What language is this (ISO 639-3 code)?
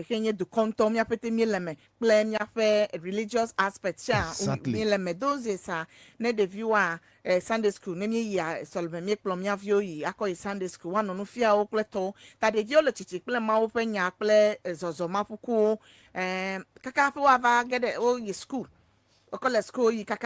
ewe